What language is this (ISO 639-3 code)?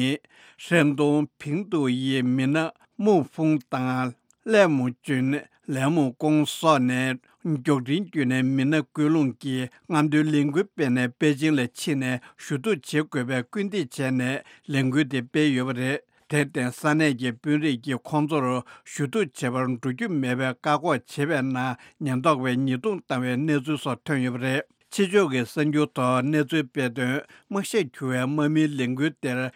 bod